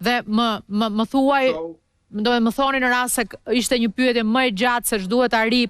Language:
Albanian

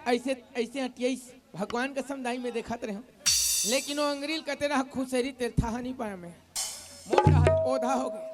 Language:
Chhattisgarhi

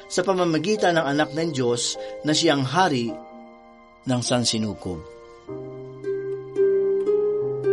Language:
Filipino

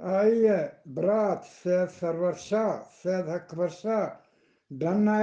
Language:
Eastern Balochi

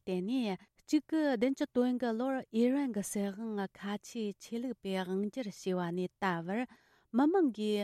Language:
Tibetan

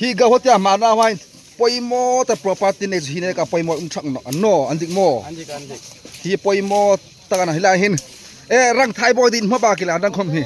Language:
Hmar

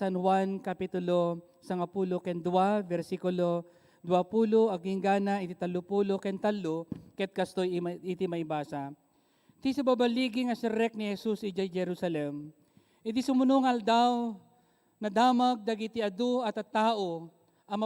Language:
Iloko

